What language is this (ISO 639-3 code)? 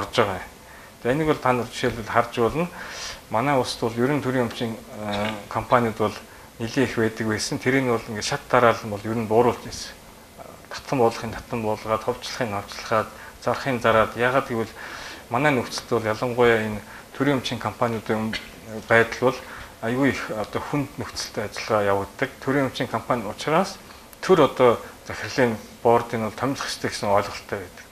mon